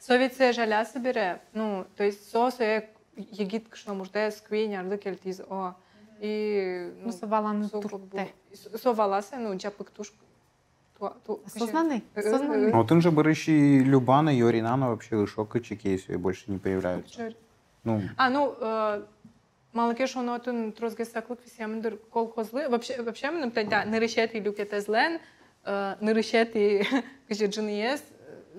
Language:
Udmurt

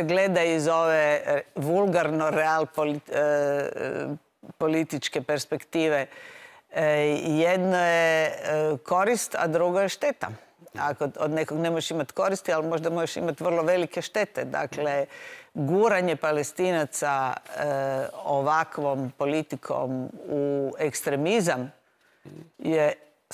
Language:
Croatian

